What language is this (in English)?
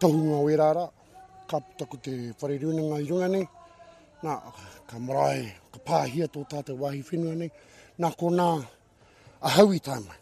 Māori